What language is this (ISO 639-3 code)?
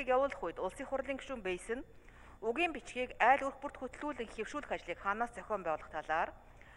mon